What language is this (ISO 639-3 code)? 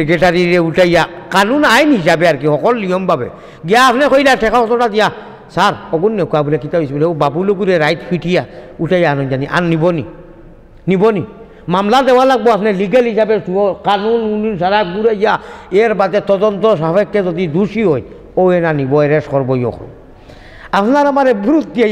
syl